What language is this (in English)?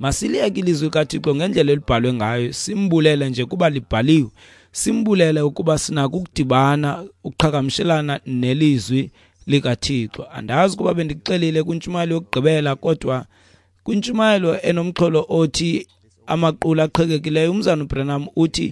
Xhosa